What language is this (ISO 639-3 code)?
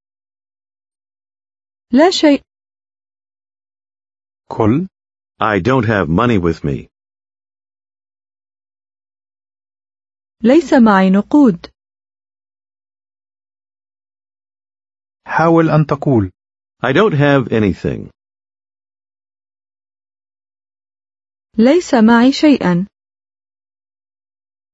ara